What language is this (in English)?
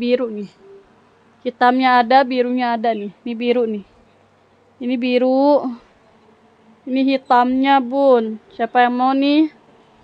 Indonesian